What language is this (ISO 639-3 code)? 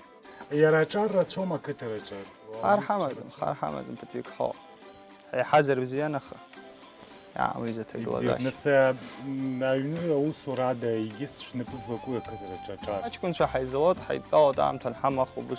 abk